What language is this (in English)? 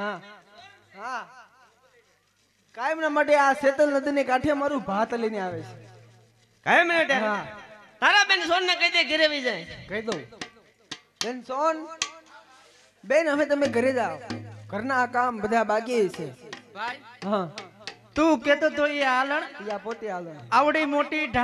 Gujarati